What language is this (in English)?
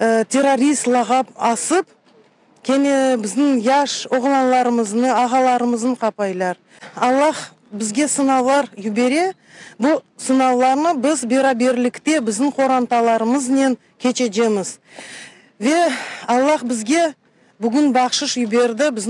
Crimean Tatar